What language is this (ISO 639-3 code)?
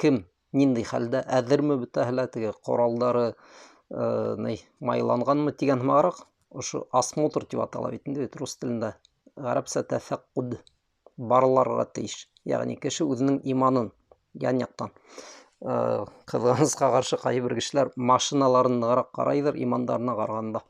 bak